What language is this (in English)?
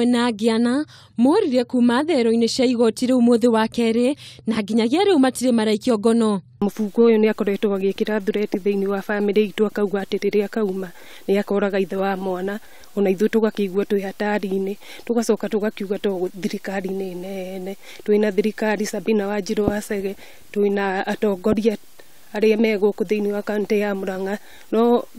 Kikuyu